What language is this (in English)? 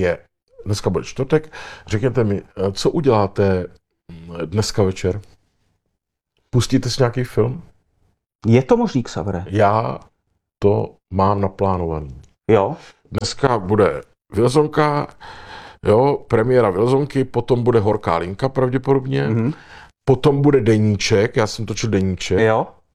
Czech